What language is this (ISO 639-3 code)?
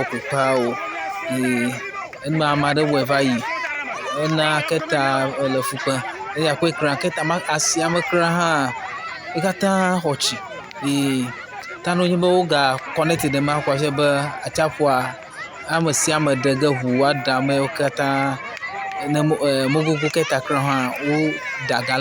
ewe